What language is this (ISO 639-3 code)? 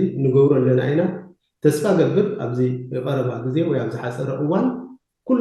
tir